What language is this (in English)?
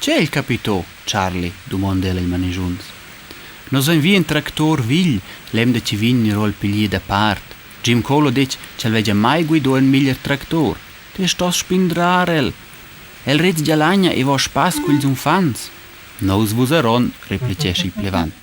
Romansh